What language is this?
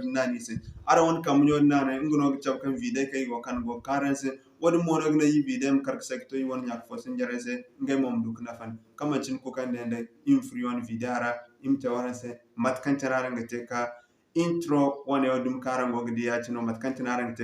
Zarma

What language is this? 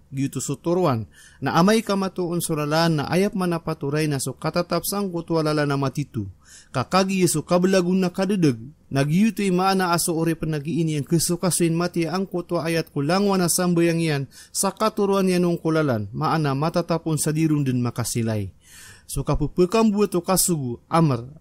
Maranao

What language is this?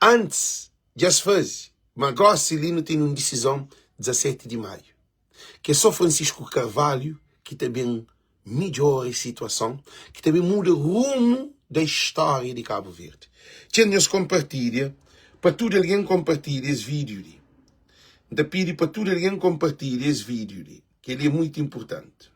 Kabuverdianu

